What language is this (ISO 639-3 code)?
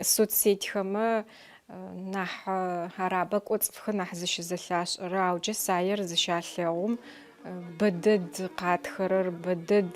ady